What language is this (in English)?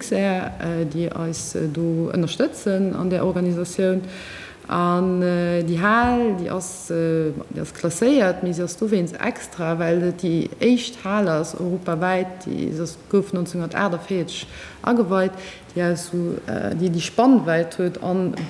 Luxembourgish